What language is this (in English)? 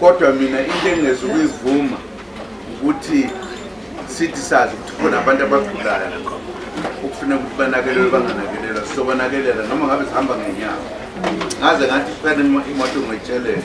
Zulu